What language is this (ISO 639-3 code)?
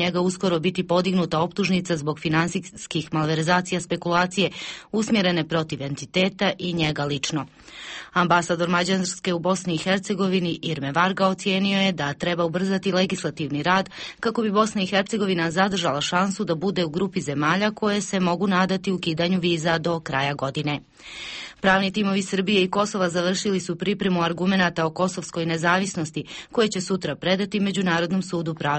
bos